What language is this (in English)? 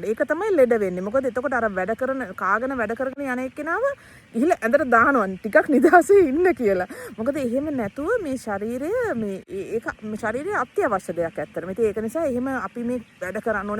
Sinhala